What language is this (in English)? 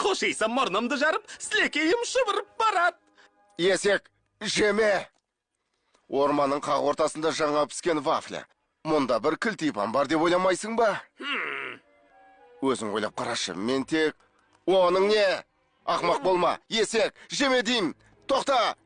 Kazakh